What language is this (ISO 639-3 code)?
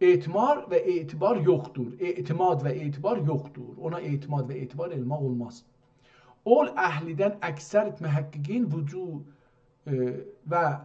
azb